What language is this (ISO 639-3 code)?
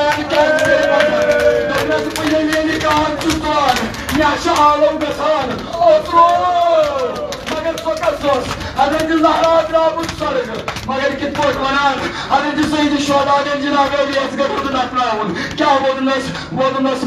kas